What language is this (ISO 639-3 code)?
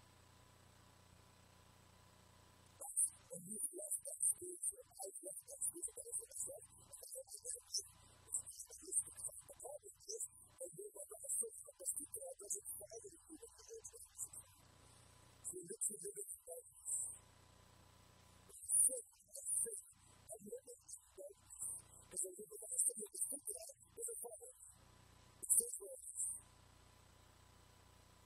eng